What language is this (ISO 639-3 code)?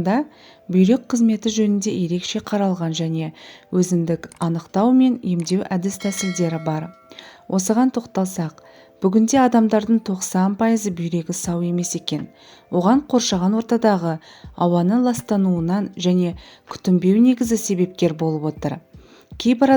kaz